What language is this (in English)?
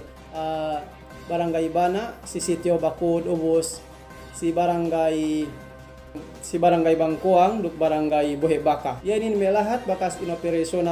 Yakan